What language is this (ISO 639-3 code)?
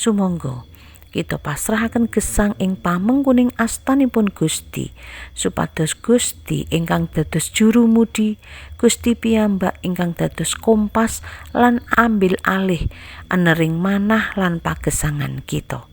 jav